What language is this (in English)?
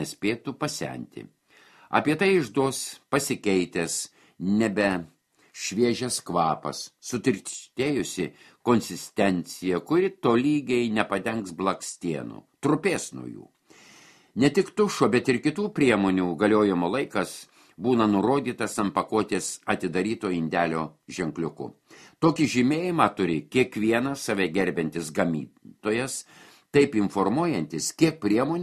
Lithuanian